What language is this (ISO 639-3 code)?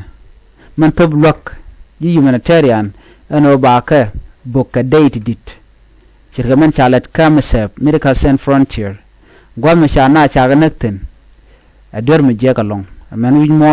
nus